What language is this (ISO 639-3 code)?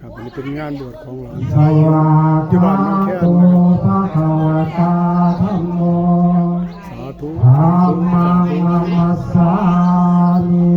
pli